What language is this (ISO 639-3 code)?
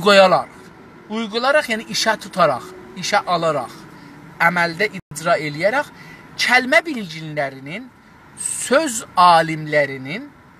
azb